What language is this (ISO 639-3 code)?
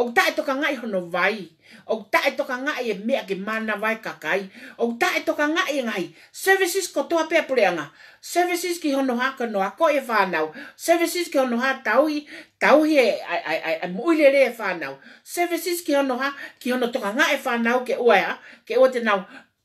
ton